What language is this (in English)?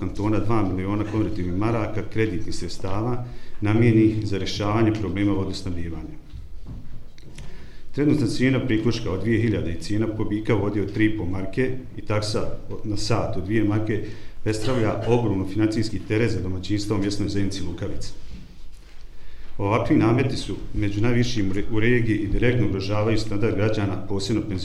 Bosnian